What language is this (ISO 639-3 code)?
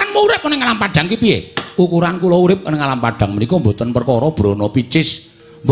jav